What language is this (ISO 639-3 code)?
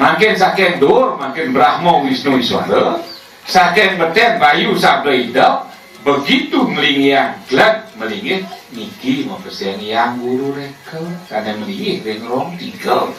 ban